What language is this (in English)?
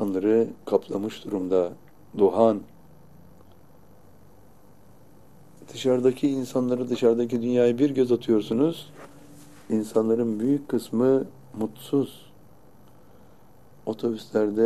Turkish